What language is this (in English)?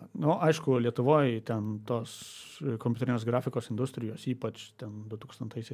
Lithuanian